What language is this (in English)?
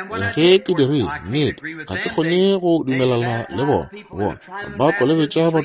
Northern Sotho